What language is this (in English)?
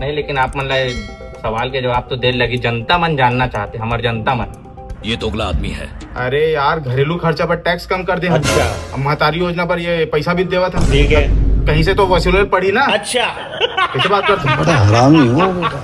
Chhattisgarhi